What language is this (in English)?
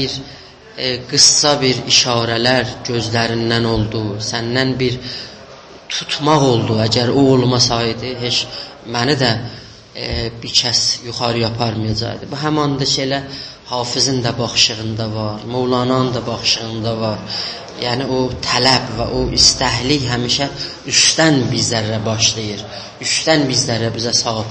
South Azerbaijani